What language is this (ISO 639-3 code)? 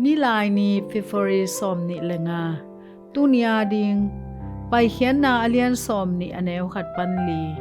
ctd